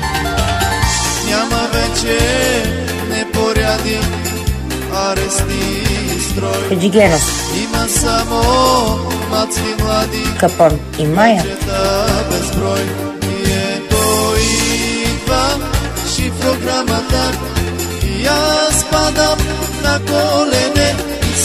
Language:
Bulgarian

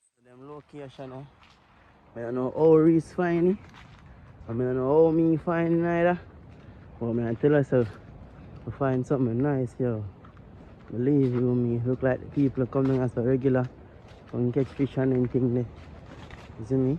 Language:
Jamaican Creole English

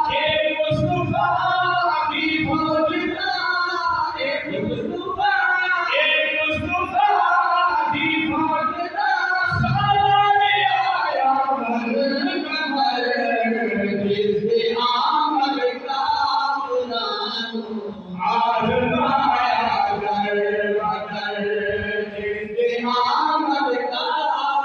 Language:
Saraiki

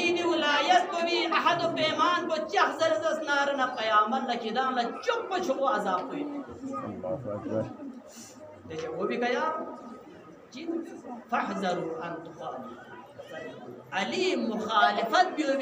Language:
Urdu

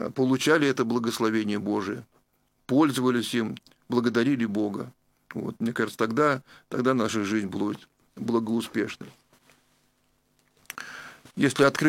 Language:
Russian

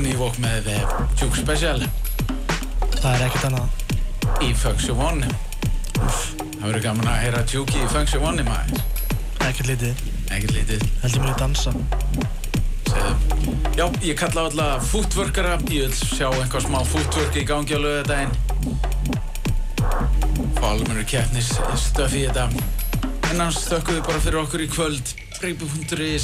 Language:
Icelandic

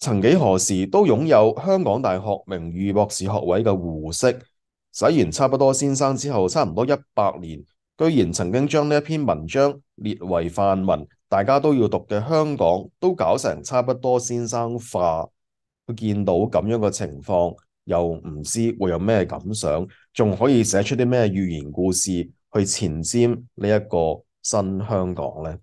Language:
Cantonese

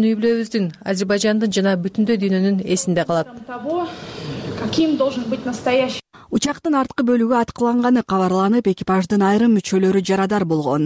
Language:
Kyrgyz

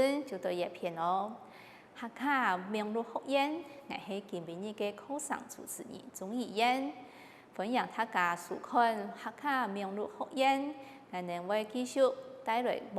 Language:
Hakka Chinese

